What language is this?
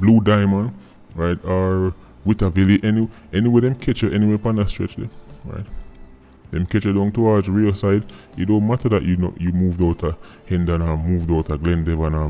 Jamaican Creole English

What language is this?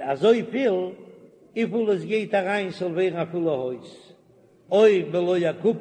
Yiddish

